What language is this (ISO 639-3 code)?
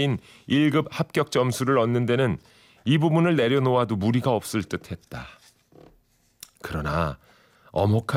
kor